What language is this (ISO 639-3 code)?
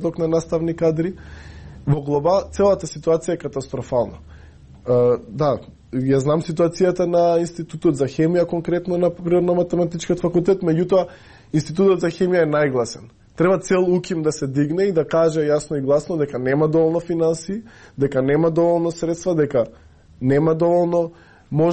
mkd